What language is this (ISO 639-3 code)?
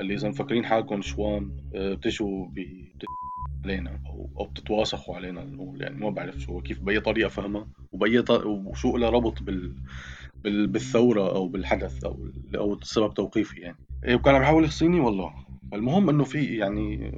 apc